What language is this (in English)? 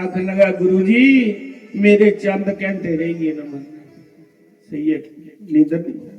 Dogri